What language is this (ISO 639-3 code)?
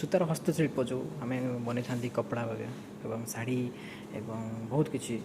ori